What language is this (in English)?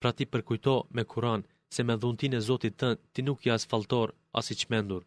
Albanian